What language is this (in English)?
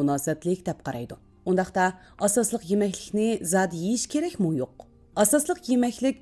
Uyghur